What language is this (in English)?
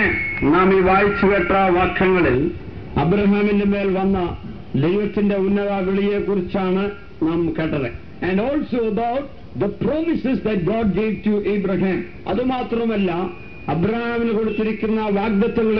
Malayalam